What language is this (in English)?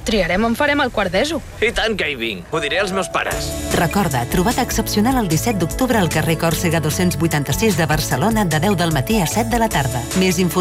Catalan